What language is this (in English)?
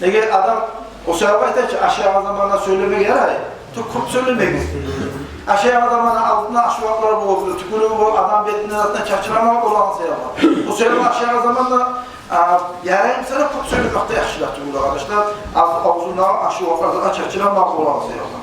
Kumyk